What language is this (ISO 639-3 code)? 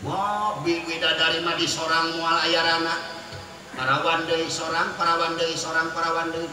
sun